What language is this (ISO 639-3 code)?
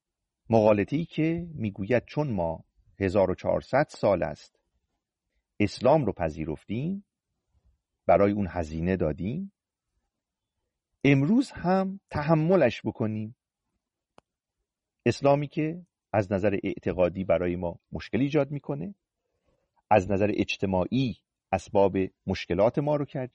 fas